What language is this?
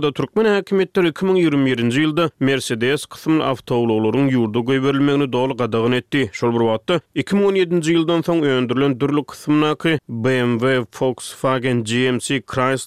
Turkmen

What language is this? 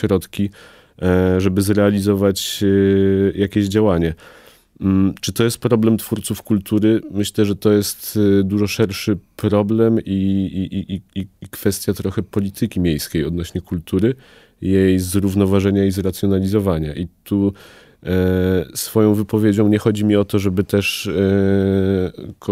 Polish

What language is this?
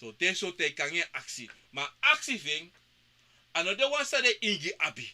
Sranan Tongo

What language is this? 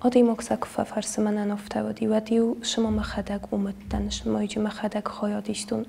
Ossetic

